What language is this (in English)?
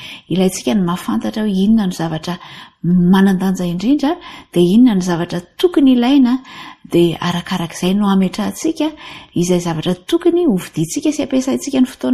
Malagasy